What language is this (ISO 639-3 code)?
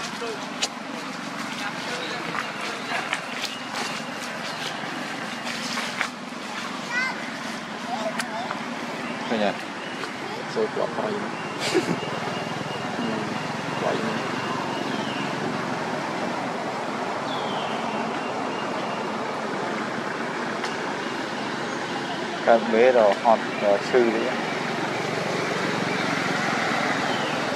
vie